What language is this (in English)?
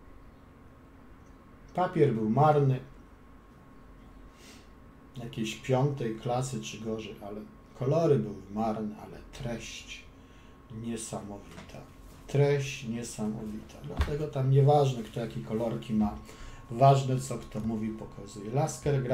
Polish